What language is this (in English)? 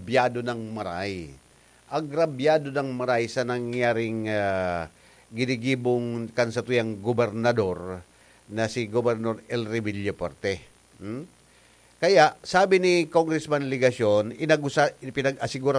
Bikol